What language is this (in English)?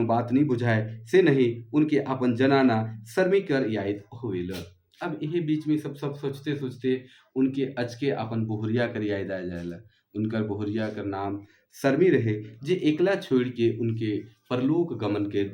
Sadri